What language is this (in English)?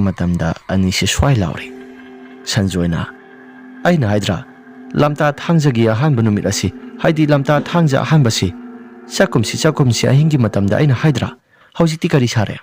Manipuri